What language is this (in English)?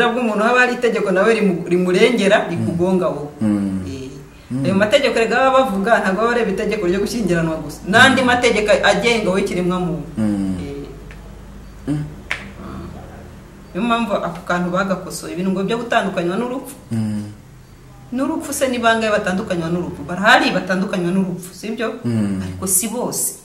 Kinyarwanda